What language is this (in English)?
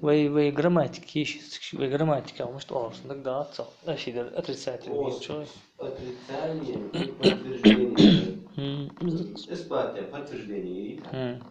Ingush